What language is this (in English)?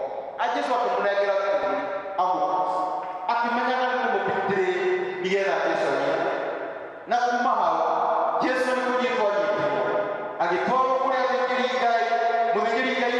Kikuyu